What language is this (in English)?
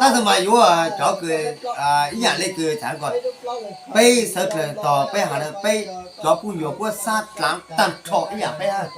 Hmong